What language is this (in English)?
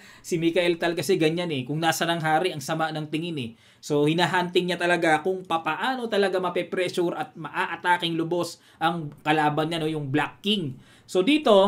Filipino